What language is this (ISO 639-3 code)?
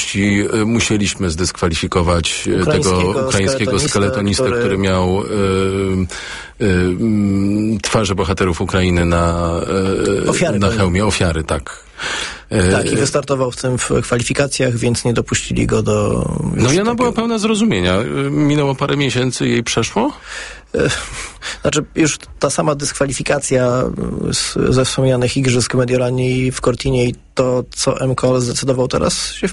pol